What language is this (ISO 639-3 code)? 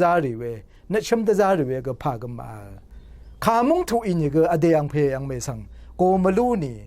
raw